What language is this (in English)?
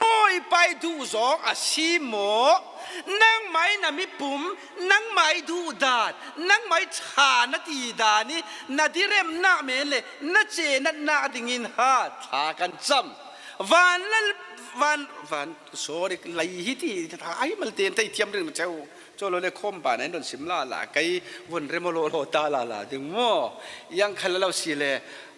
Falam Chin